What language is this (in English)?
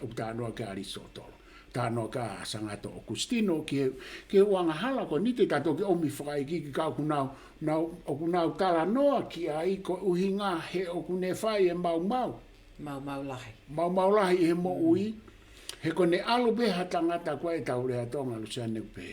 Tongan